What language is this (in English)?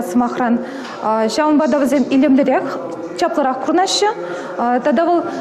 Chuvash